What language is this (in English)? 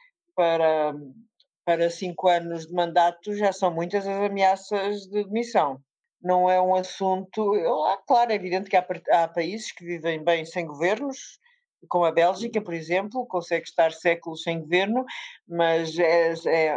Portuguese